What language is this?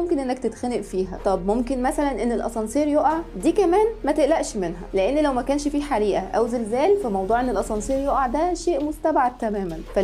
Egyptian Arabic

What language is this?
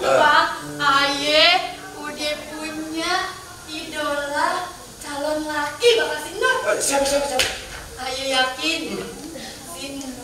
Betawi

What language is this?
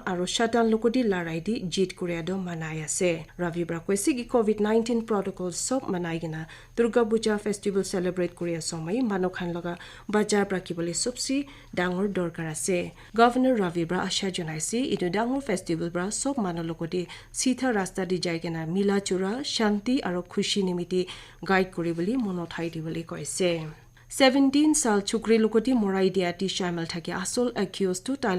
Naga Pidgin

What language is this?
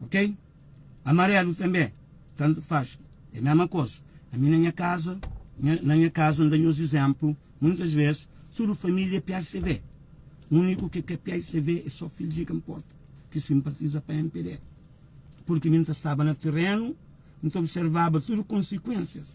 Kabuverdianu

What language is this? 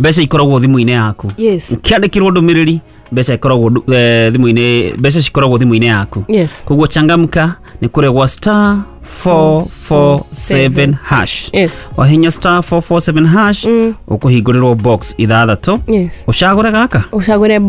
Kikuyu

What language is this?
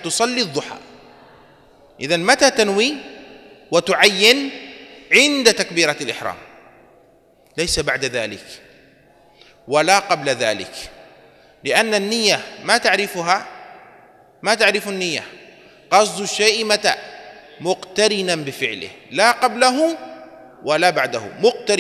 Arabic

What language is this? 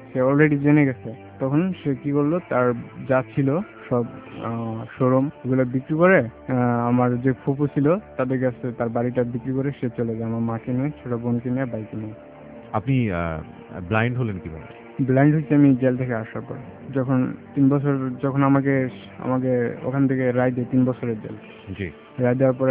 Bangla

